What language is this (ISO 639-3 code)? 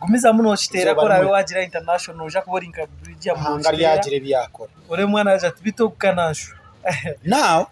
nyn